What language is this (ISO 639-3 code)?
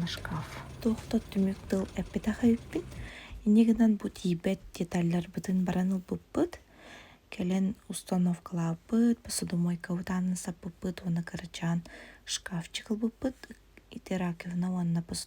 sah